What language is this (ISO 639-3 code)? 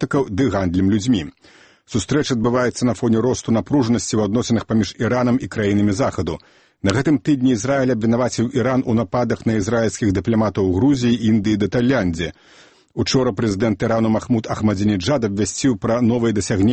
bel